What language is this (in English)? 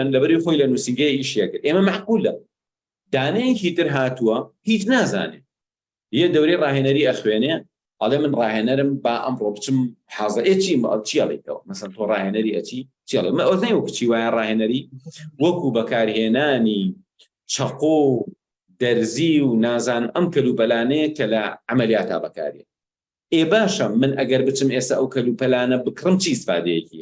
Central Kurdish